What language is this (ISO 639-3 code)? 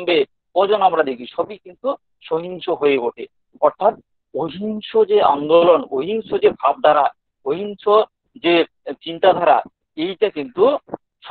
ben